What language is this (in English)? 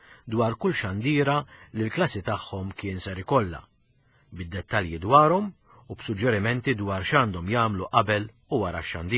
Maltese